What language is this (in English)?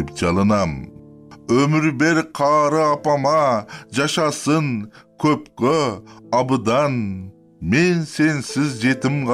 Kyrgyz